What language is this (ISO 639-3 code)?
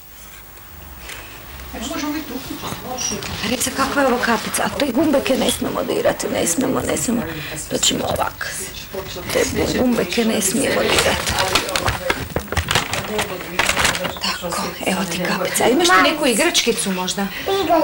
hrv